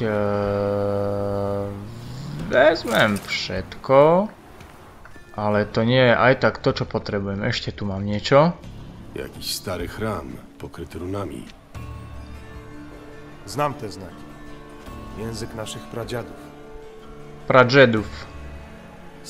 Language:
Slovak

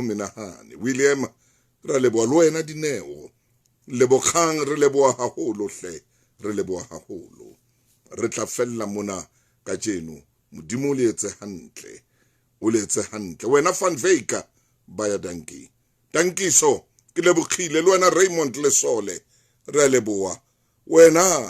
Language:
Southern Sotho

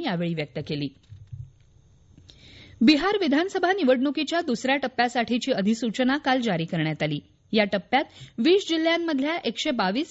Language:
Marathi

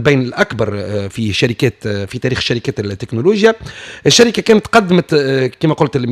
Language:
Tunisian Arabic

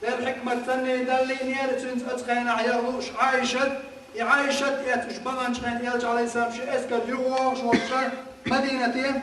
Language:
Chechen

